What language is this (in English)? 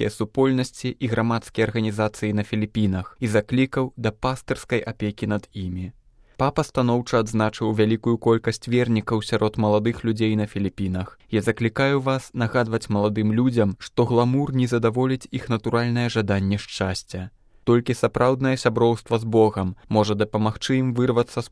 Belarusian